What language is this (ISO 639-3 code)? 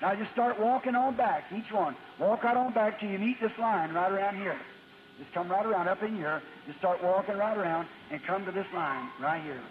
bem